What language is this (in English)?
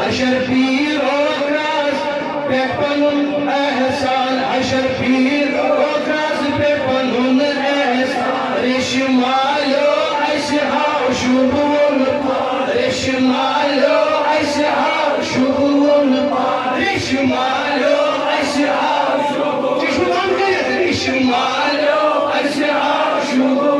Kashmiri